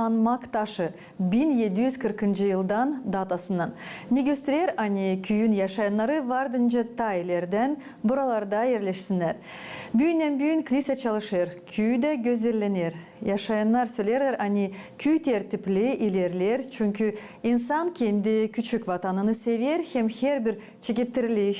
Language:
Gagauz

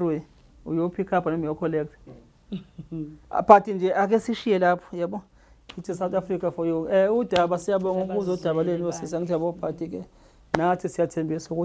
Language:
Zulu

